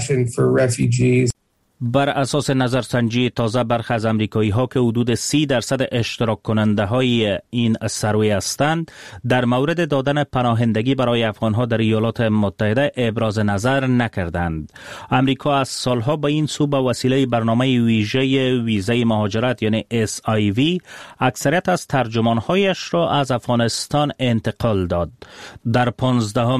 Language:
Persian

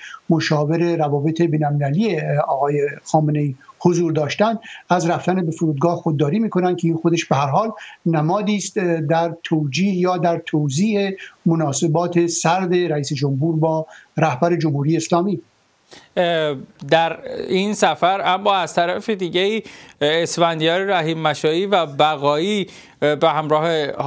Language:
Persian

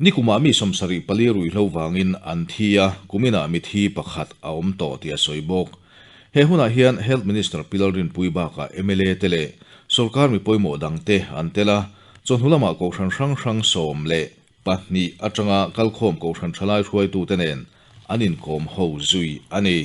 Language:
Mizo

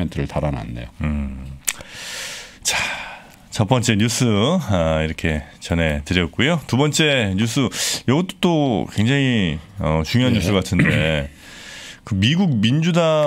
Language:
Korean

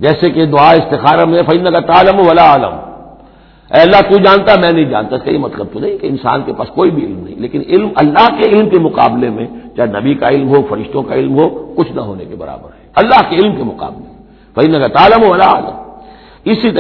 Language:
Urdu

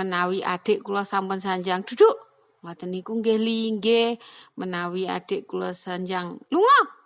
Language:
Javanese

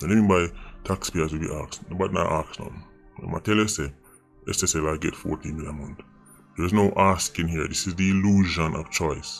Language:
Jamaican Creole English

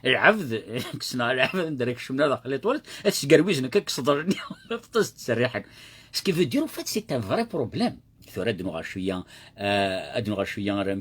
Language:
Kabyle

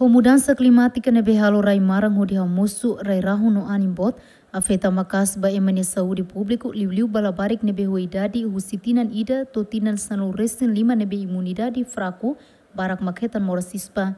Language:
Tetum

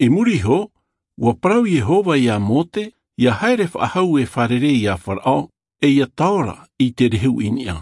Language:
Tahitian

